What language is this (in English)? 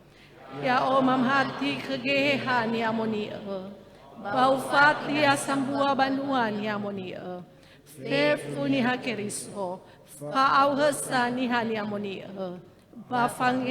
Nias